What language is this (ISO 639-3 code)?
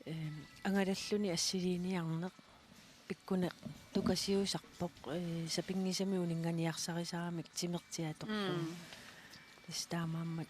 kal